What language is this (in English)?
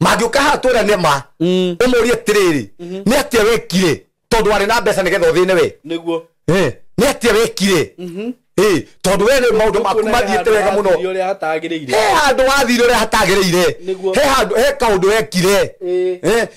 Kikuyu